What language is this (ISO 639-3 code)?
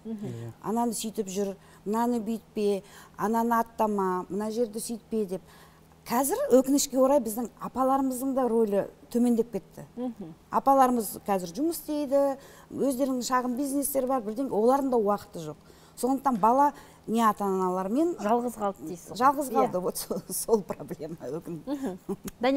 kaz